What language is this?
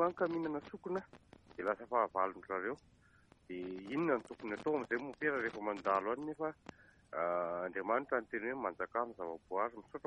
Malagasy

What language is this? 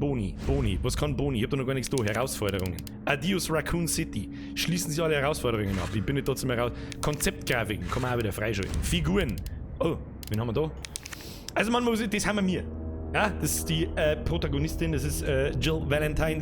Bavarian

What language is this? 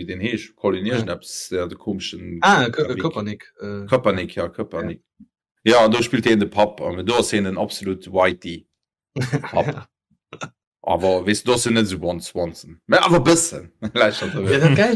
Luxembourgish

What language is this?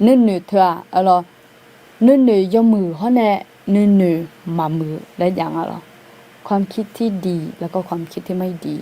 Akha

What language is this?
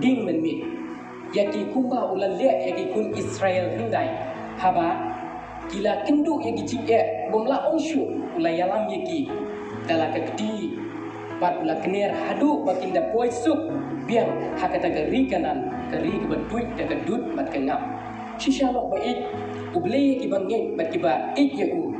Khasi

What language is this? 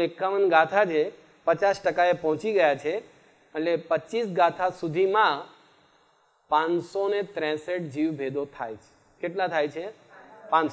Gujarati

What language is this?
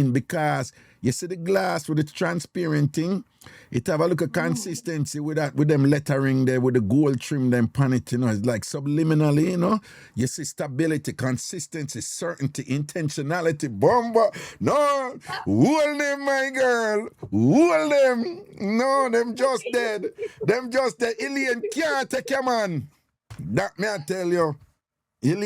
Jamaican Creole English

